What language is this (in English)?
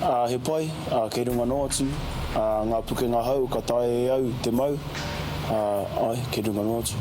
Māori